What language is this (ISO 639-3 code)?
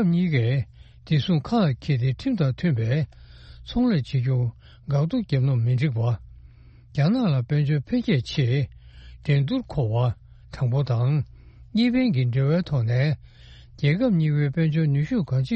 bod